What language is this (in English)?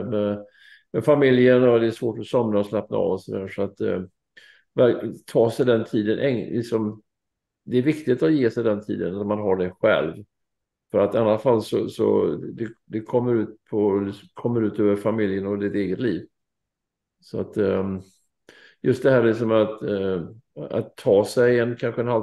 Swedish